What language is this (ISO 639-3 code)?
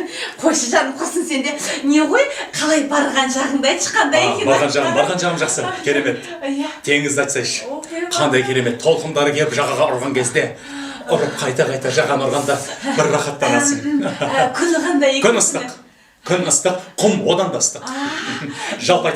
kaz